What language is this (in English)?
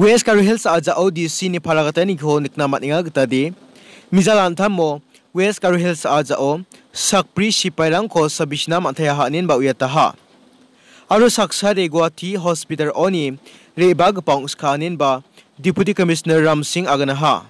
Garo